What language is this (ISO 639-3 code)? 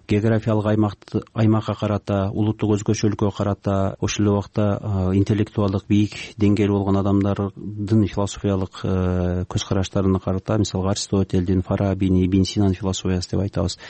kir